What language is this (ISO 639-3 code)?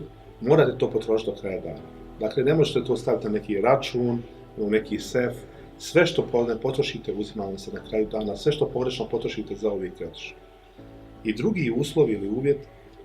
bos